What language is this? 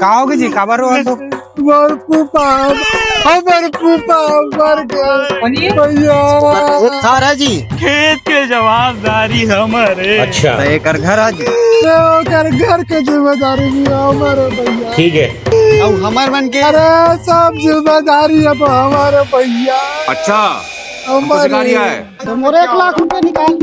Chhattisgarhi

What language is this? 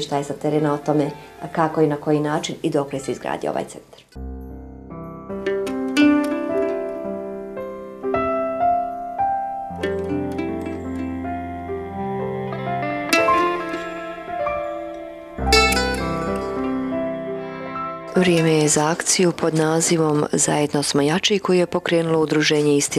Bosnian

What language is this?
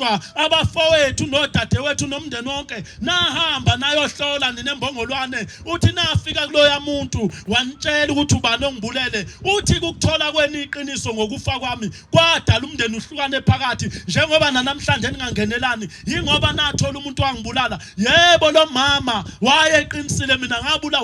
Zulu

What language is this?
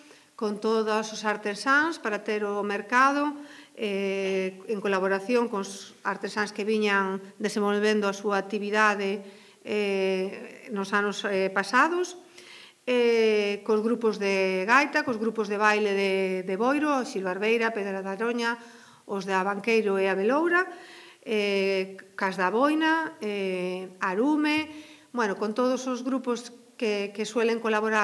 Galician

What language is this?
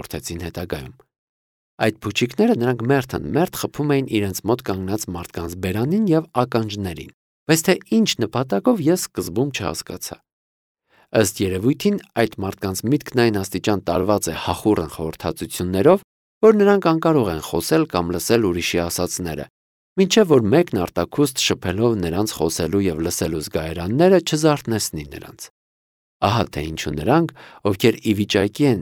Armenian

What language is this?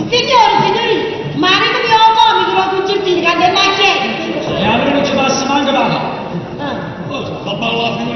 Neapolitan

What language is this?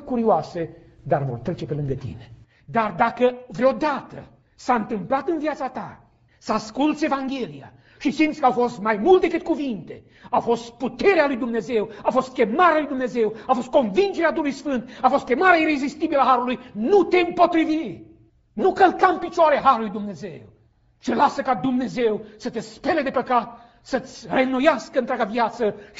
Romanian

